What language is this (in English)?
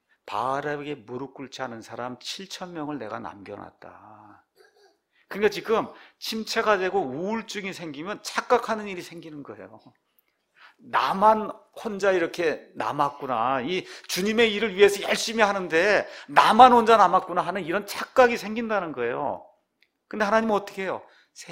Korean